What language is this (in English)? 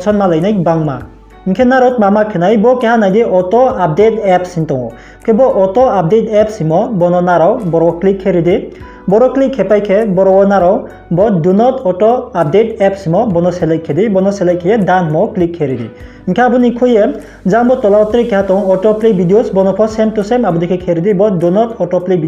Riang (India)